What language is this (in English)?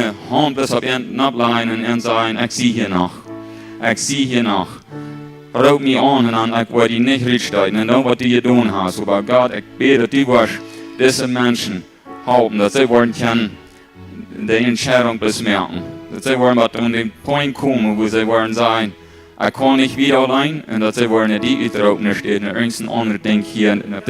Plautdietsch